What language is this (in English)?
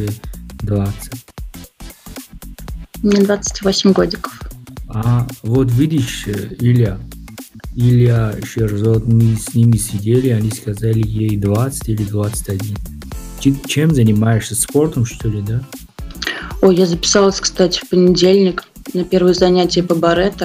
Russian